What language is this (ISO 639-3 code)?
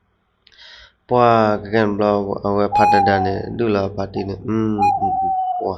ksw